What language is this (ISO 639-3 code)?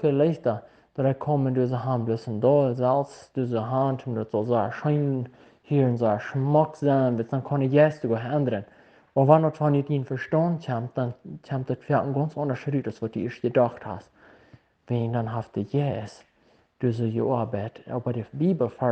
pdt